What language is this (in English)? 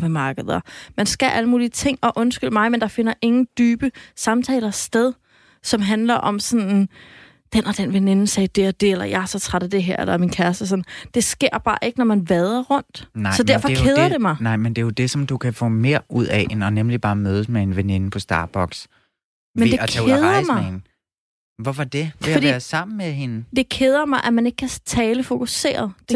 Danish